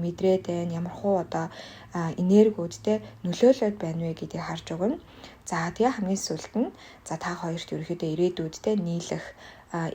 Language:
Mongolian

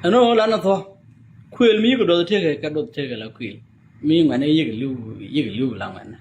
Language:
Nuer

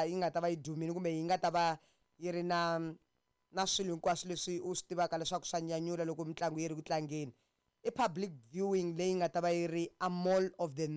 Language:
Tsonga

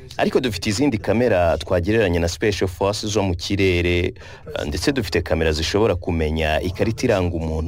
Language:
Kinyarwanda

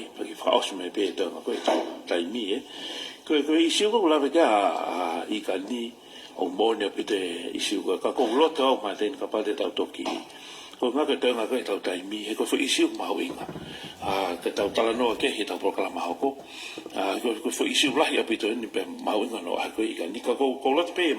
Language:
Tongan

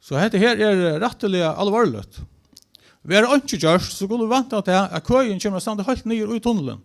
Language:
Faroese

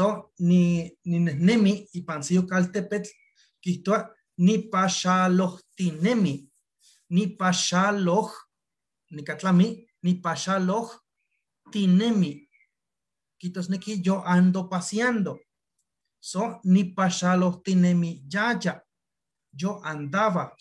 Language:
Eastern Huasteca Nahuatl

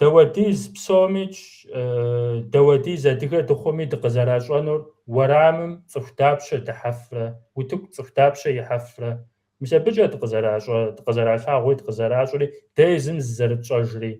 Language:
Kabardian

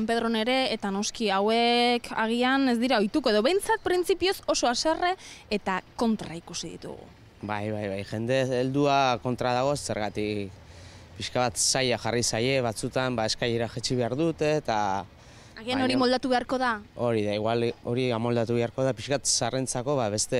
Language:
Basque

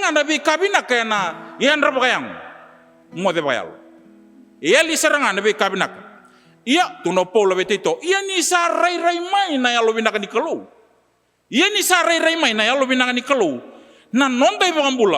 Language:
Fijian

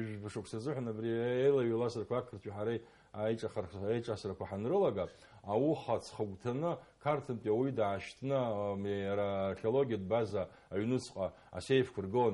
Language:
Abkhazian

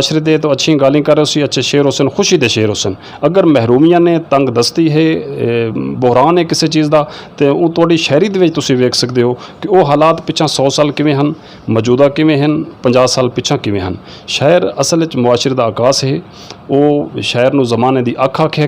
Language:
Saraiki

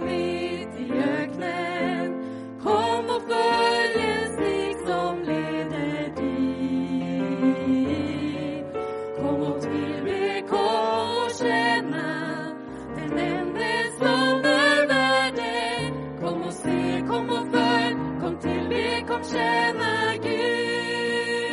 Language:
Swedish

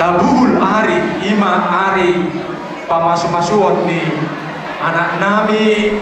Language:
Batak Toba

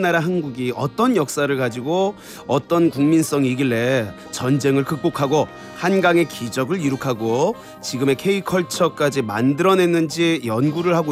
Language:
Korean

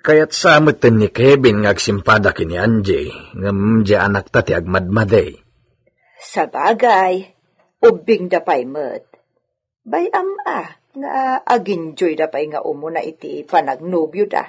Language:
Iloko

